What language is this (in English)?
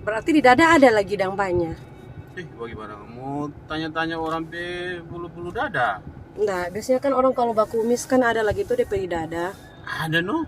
Manado Malay